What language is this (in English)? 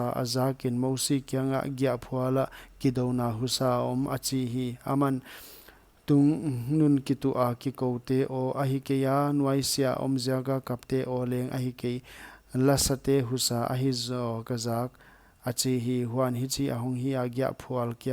Paite Chin